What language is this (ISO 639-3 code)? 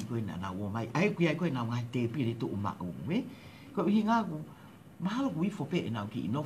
ton